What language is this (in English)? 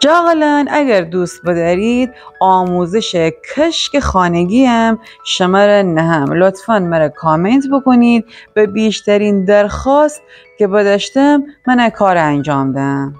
Gilaki